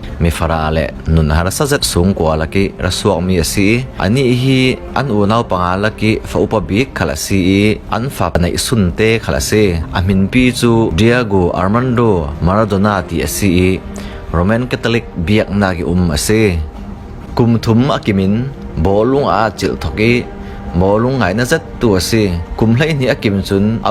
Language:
Falam Chin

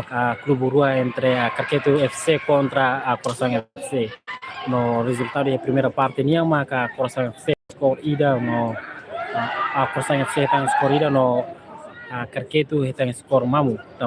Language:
Tetum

